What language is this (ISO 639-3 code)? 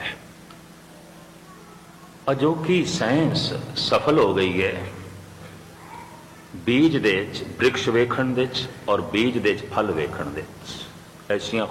pan